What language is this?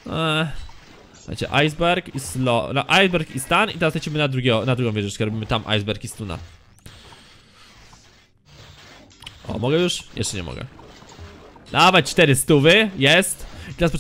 Polish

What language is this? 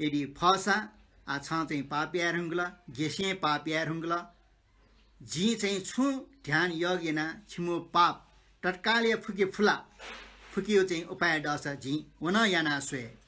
Newari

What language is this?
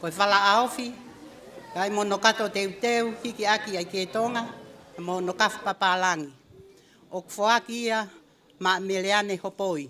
Tongan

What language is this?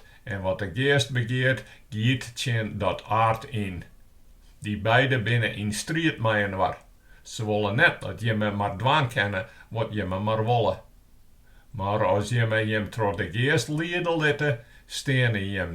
Western Frisian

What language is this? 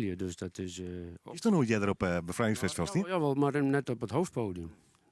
Western Frisian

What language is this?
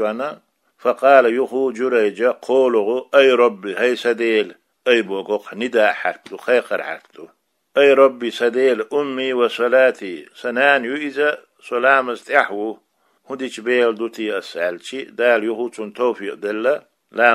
Chechen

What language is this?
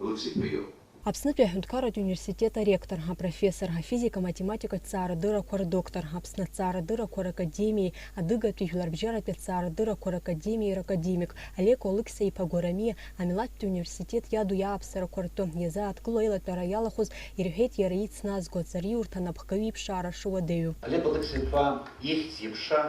Abkhazian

